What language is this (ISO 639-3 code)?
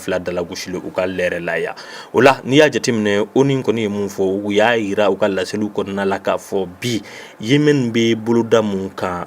bam